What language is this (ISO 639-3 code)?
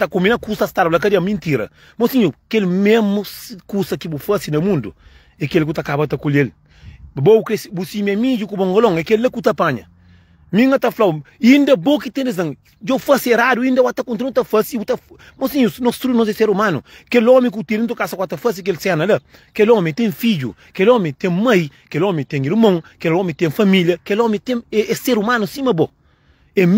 kea